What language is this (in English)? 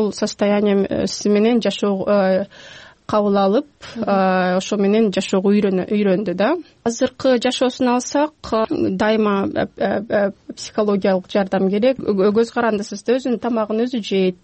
Kyrgyz